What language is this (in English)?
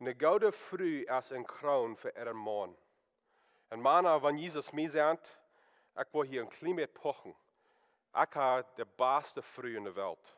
Plautdietsch